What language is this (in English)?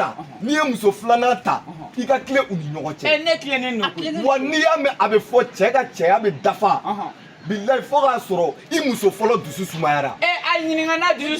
Bambara